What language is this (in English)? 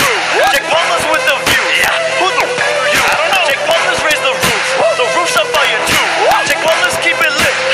English